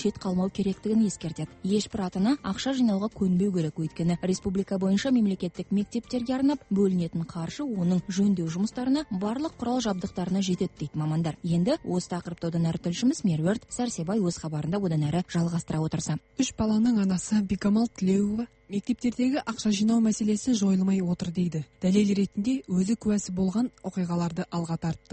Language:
Kazakh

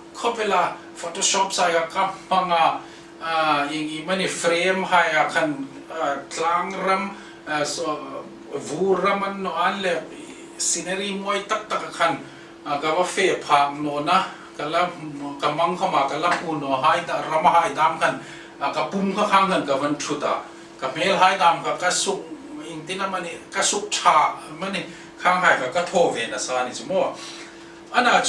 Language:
Hmar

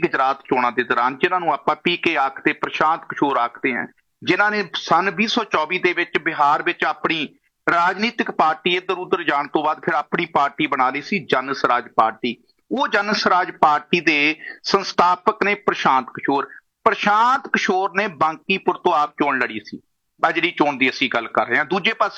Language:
Punjabi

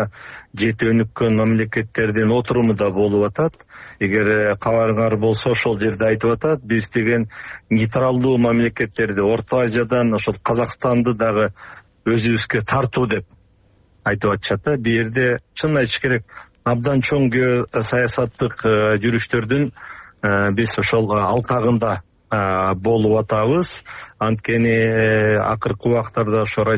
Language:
Kyrgyz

